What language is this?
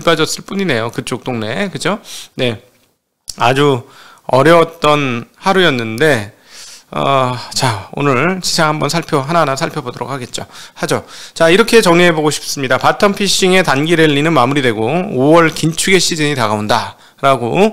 Korean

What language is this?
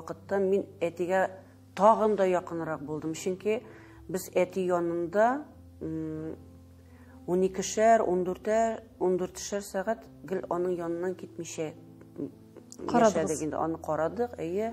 Tatar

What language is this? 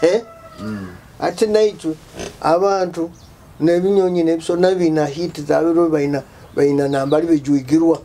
Nyoro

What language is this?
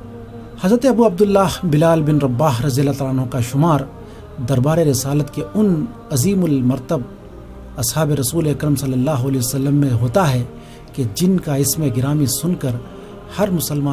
Urdu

